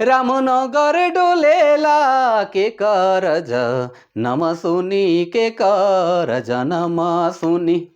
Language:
Sadri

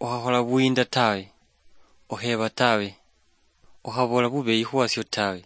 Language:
Luyia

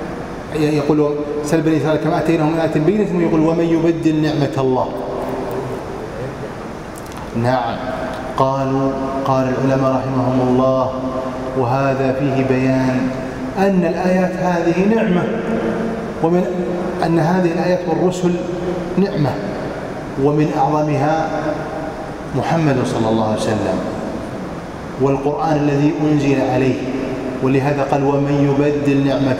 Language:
Arabic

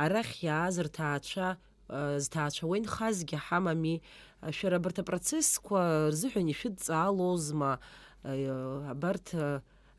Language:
Abkhazian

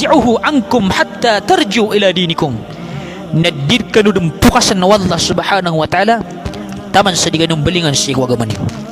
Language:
Maranao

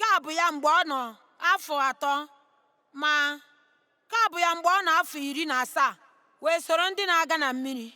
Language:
Igbo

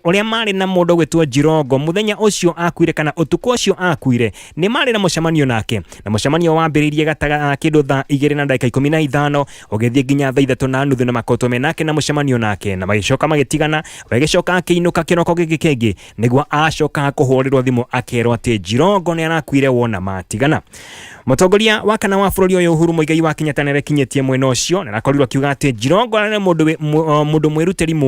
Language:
Kikuyu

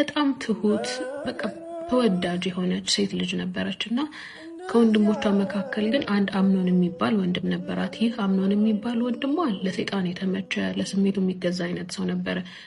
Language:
Amharic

